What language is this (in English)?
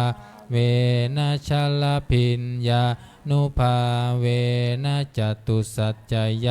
Pali